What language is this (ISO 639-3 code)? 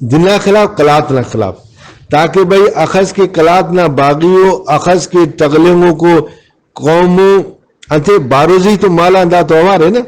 brh